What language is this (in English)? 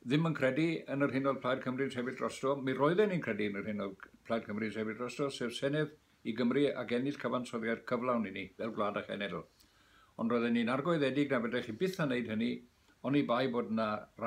Welsh